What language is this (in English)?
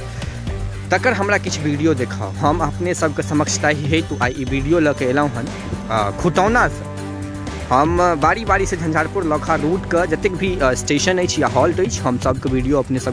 Maithili